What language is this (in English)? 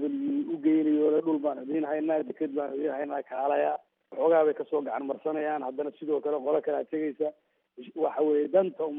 Somali